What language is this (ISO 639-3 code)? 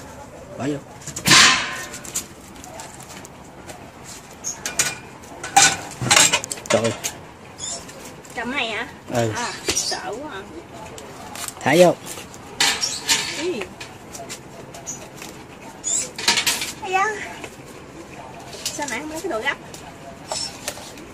vie